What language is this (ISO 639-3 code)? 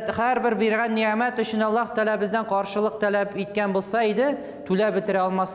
tat